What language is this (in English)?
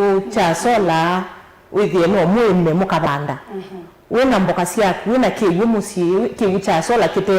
Kamba